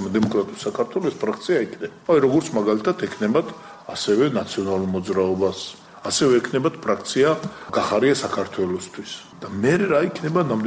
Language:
Georgian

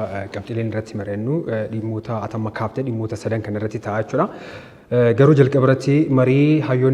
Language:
Oromo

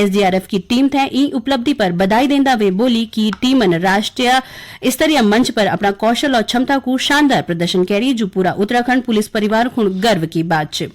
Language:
Garhwali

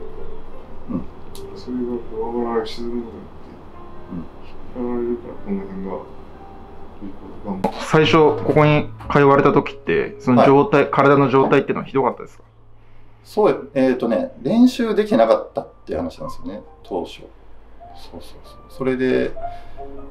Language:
Japanese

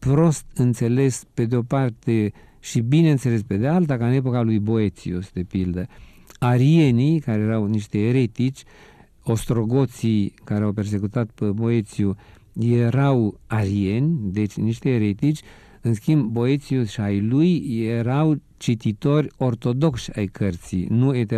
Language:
Romanian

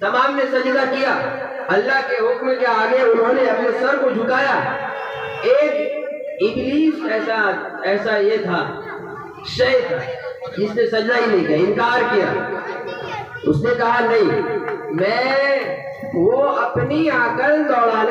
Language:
Urdu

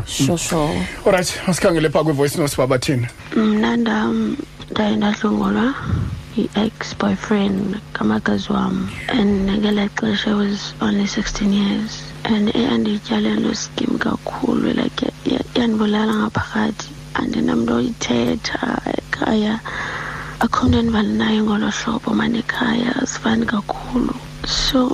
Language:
Xhosa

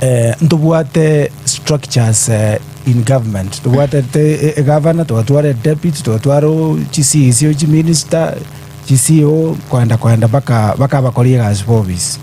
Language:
Gusii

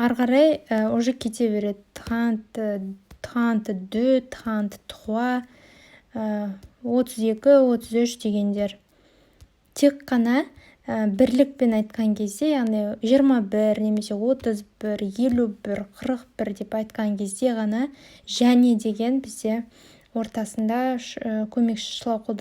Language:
Kazakh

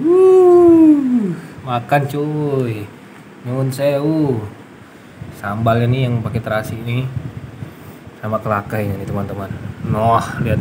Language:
Indonesian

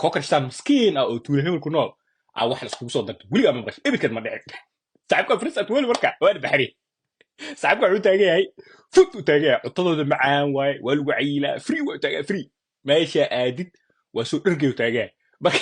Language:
Somali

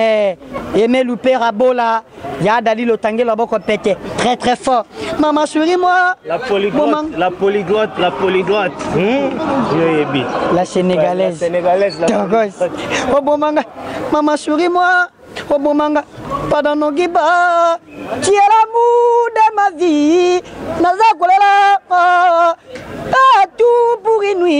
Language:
Lingala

